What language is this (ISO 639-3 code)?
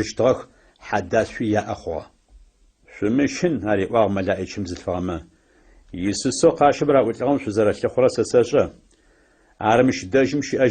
ady